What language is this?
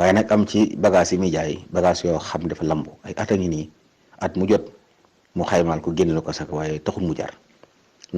Wolof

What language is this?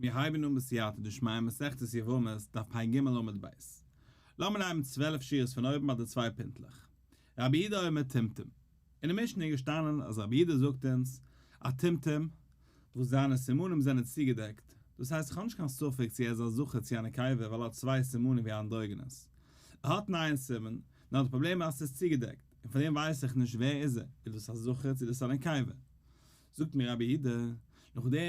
Yiddish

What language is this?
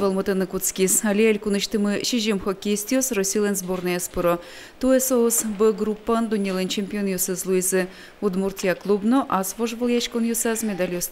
Udmurt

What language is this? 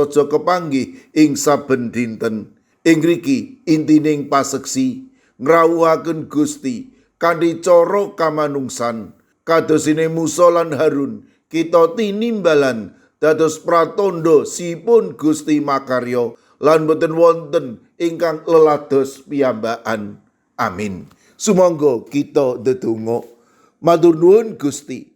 Javanese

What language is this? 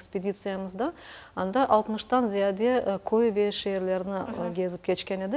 Crimean Tatar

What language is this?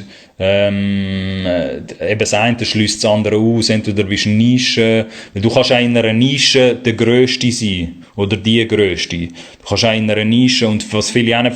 Swiss German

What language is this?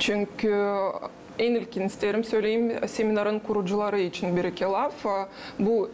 Gagauz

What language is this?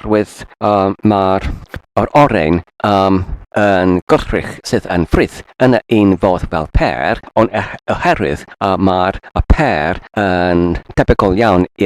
Welsh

